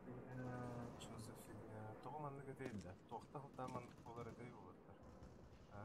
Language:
Yakut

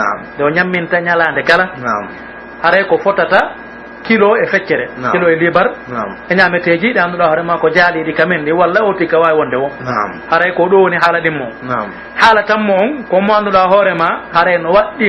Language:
Pular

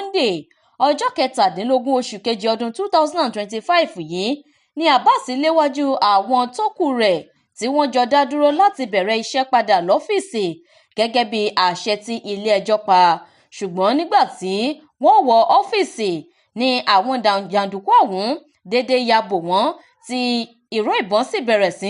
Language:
Yoruba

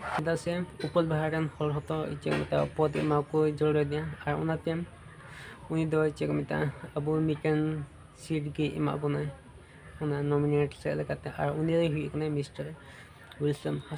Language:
Santali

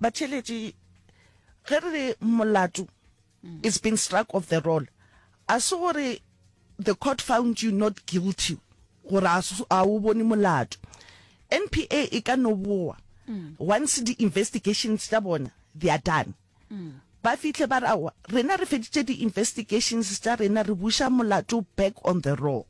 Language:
Northern Sotho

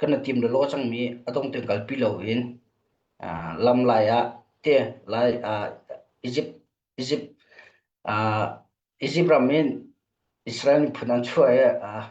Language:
Hakha Chin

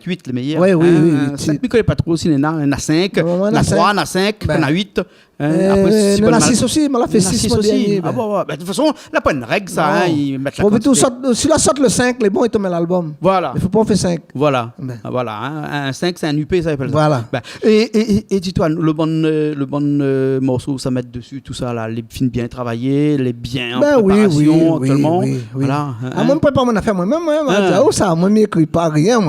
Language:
Réunion Creole French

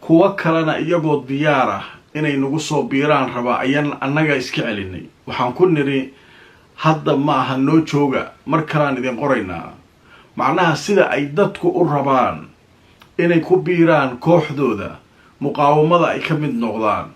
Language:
Somali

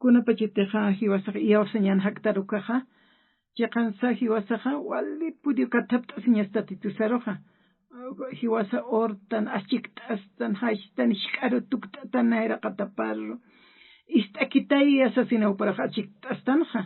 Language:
Aymara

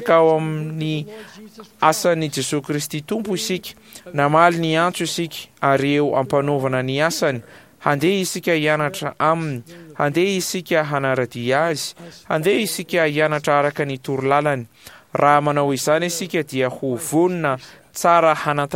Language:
Malagasy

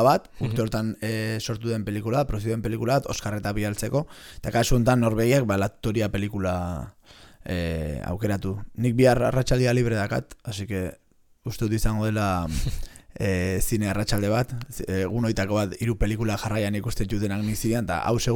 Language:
Basque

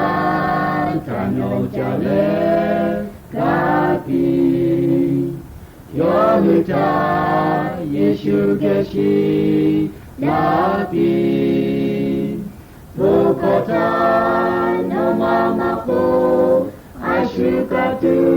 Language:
Lahu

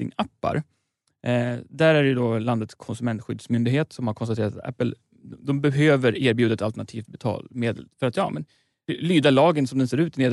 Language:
Swedish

